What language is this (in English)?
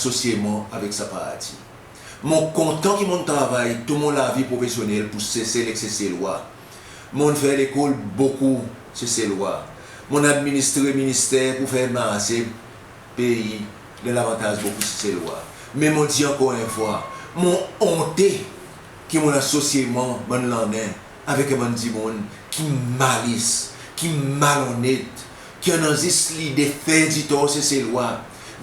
Seselwa Creole French